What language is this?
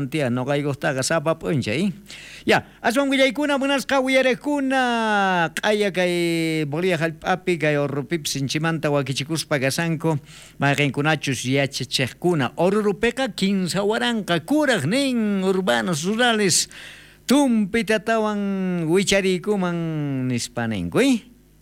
South Bolivian Quechua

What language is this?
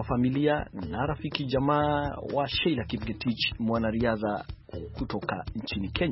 Swahili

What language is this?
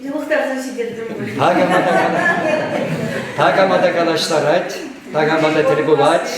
Chuvash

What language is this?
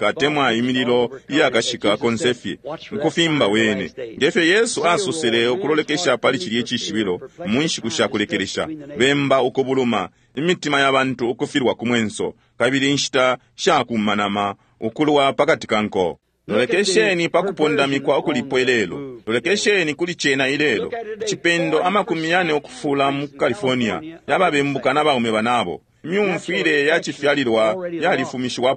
Bemba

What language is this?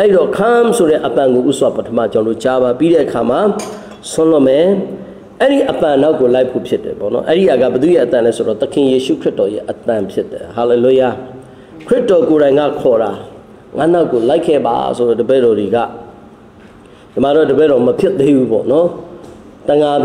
Burmese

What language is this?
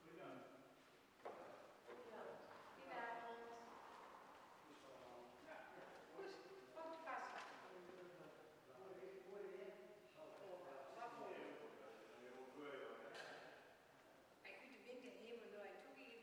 Dutch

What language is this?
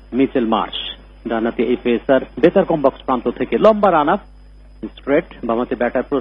Bangla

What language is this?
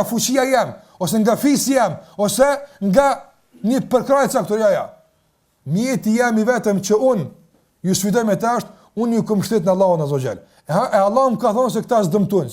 Albanian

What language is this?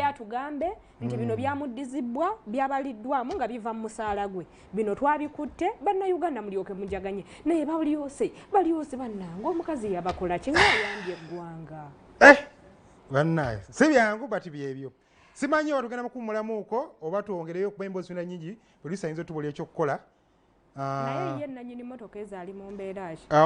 Ganda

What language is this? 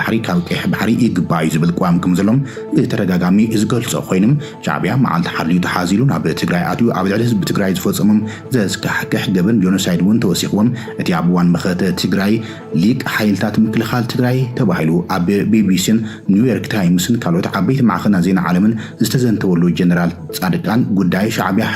Tigrinya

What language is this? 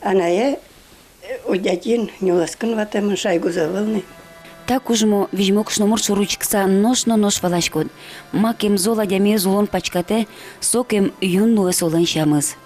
Udmurt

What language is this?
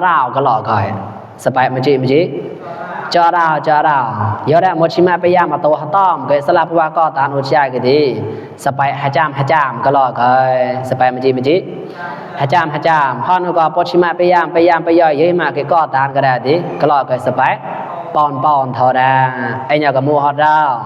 Mon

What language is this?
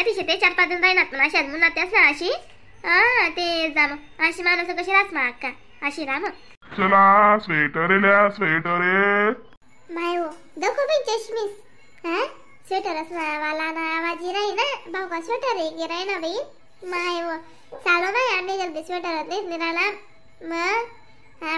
Khandesi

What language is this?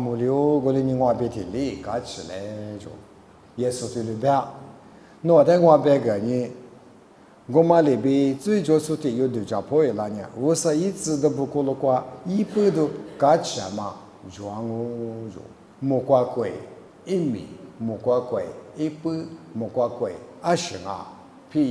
Lisu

